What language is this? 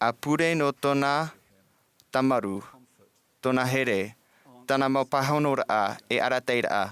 Tahitian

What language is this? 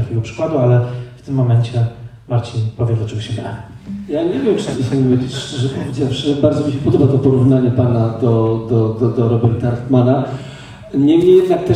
Polish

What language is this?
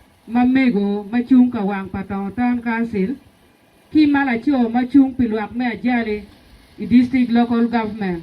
Acoli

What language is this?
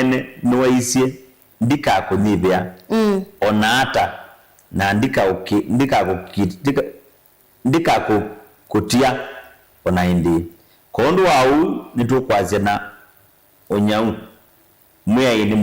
Kamba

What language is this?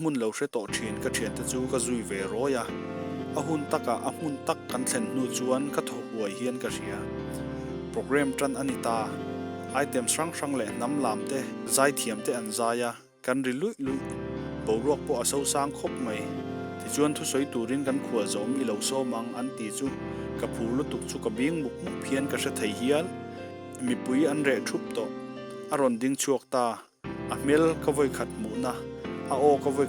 Mizo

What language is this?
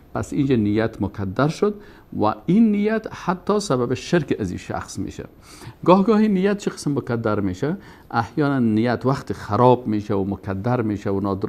Persian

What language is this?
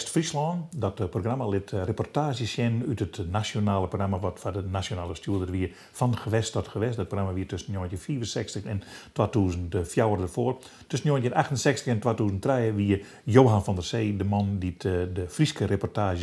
Western Frisian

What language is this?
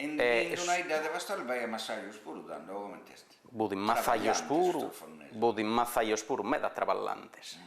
Sardinian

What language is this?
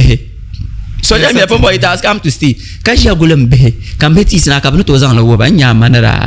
Dagbani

